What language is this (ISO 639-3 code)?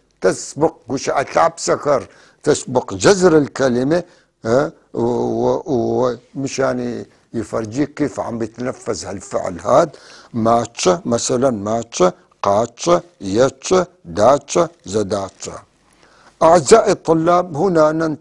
apc